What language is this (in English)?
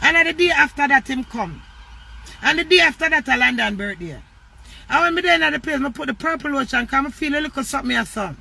Jamaican Creole English